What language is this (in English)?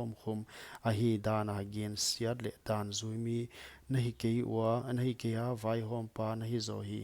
Paite Chin